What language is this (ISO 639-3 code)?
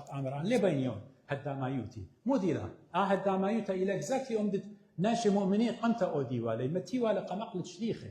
aii